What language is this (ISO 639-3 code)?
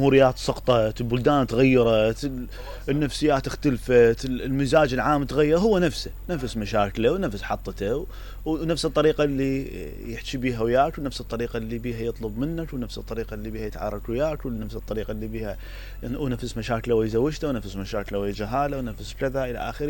acm